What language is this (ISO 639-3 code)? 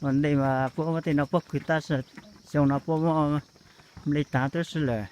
hmn